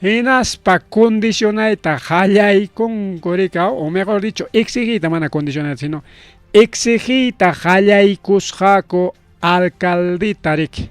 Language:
Ayacucho Quechua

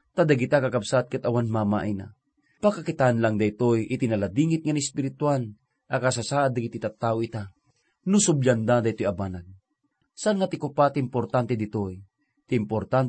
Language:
Iloko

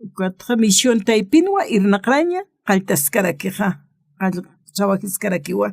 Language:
Aymara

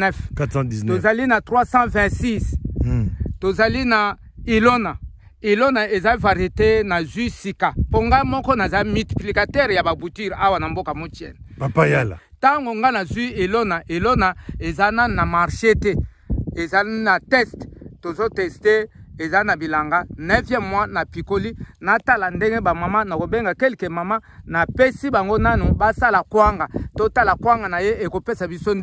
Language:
Lingala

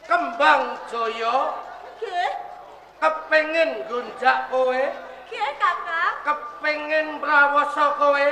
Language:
Javanese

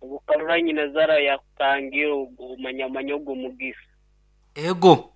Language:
Nyankole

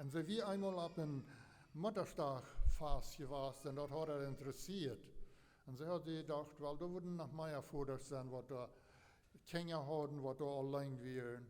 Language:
Plautdietsch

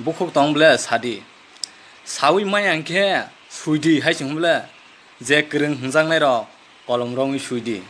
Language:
Kok Borok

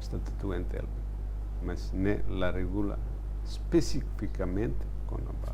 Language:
Tetum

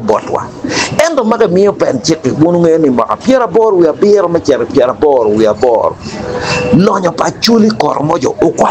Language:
Acoli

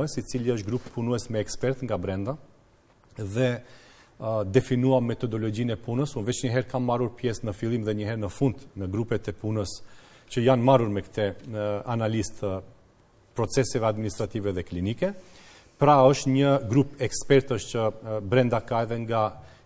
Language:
Albanian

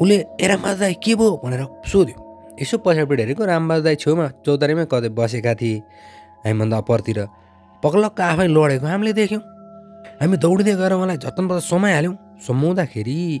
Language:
Nepali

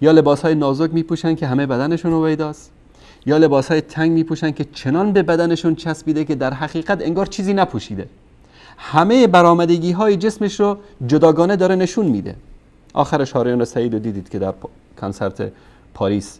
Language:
Persian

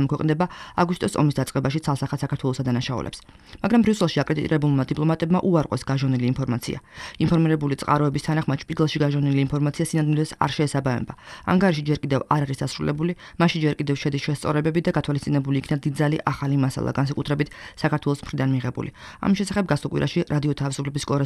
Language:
Georgian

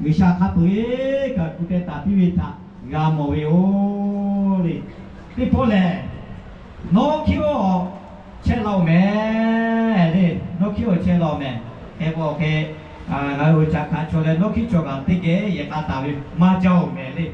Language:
Lahu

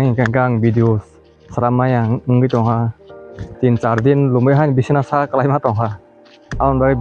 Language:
Kok Borok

